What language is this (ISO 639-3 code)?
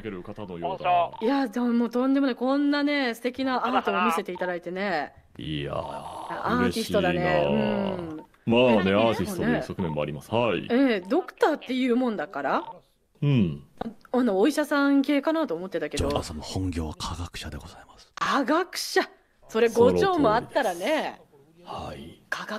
jpn